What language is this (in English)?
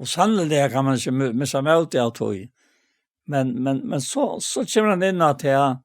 Faroese